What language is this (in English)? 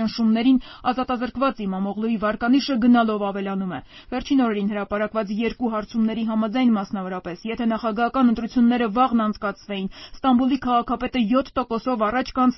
Armenian